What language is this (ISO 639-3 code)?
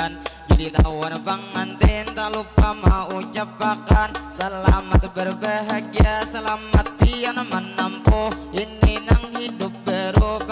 bjn